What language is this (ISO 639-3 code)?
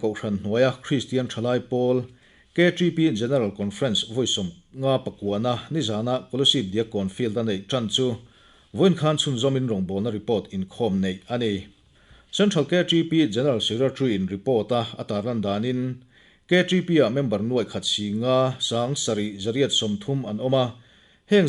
lus